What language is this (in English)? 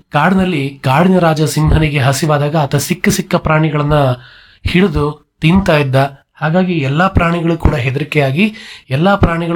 Kannada